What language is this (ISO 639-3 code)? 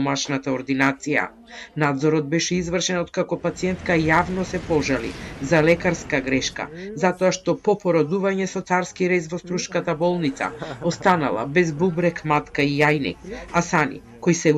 mkd